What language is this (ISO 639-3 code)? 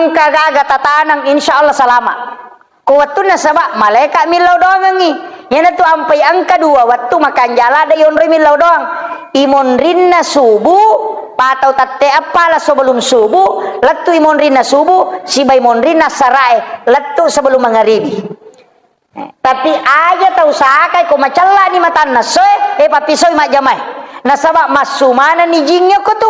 bug